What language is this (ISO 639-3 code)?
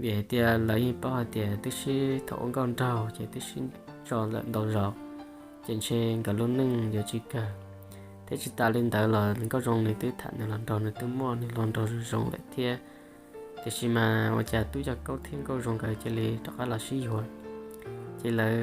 hmn